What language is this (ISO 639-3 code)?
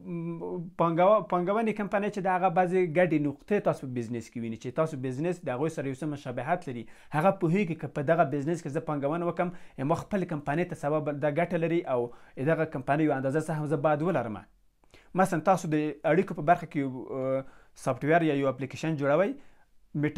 pus